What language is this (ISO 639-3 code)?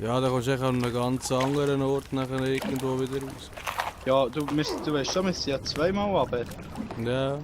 gsw